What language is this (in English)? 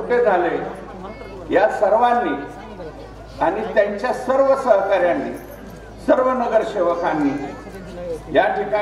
Marathi